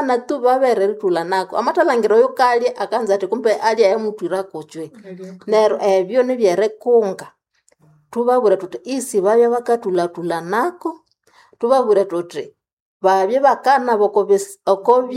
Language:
Nande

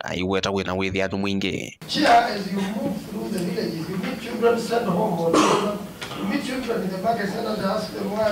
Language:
Kamba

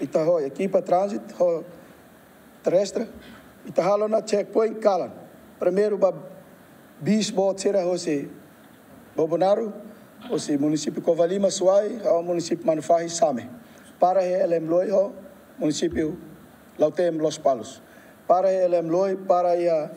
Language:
Tetum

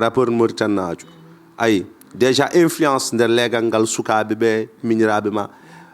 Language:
Fula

